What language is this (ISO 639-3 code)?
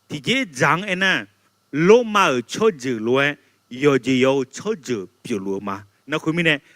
ahk